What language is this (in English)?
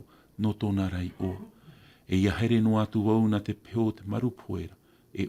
Tahitian